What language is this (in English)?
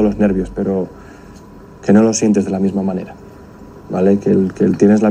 Spanish